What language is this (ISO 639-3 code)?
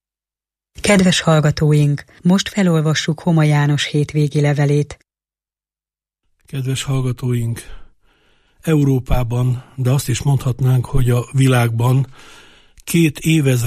hun